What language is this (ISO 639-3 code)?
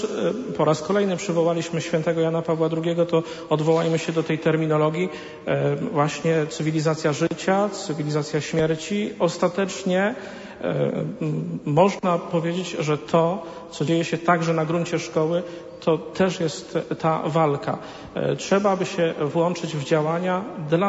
pol